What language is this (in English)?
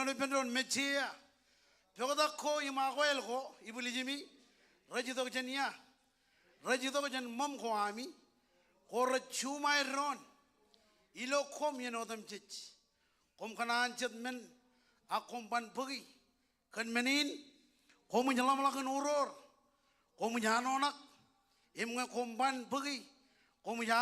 Marshallese